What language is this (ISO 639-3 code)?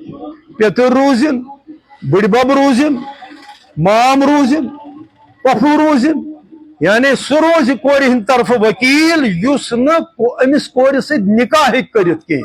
kas